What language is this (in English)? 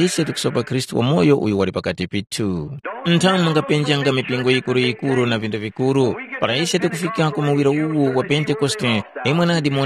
Tumbuka